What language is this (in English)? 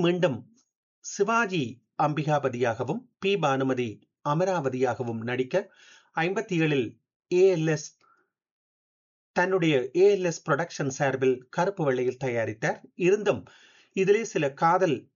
Tamil